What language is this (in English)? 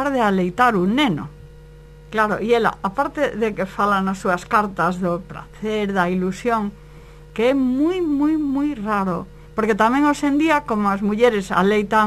Galician